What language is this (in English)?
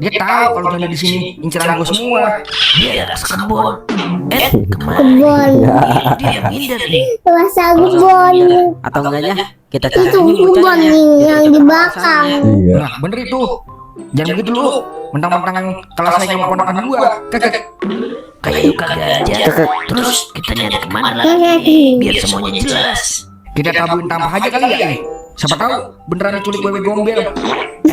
Betawi